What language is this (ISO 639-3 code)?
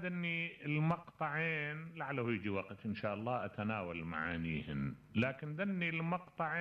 acm